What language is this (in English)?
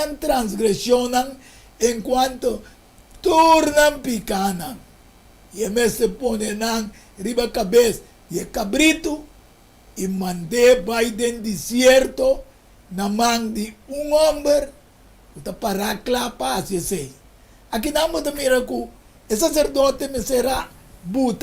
Papiamento